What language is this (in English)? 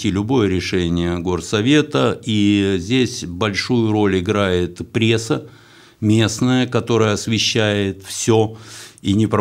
Russian